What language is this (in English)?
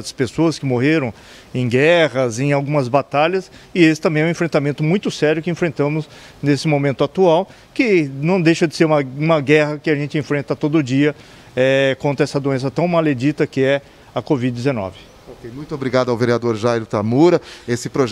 Portuguese